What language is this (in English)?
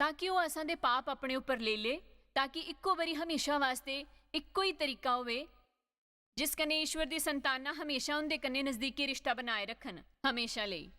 Dogri